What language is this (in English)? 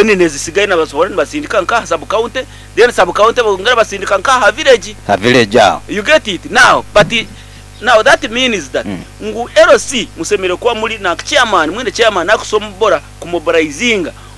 Nyankole